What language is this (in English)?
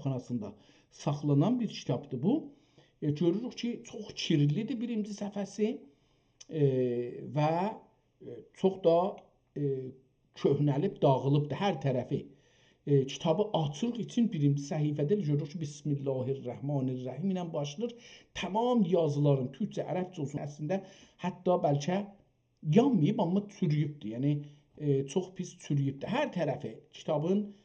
South Azerbaijani